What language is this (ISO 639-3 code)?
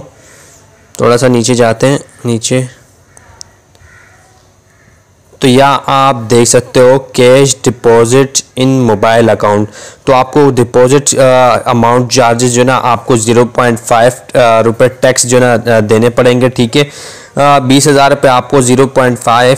hin